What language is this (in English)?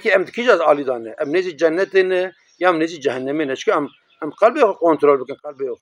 Kurdish